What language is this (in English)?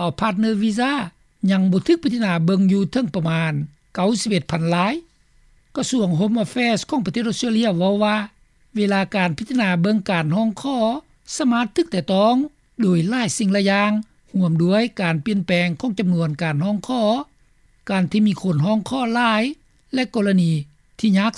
Lao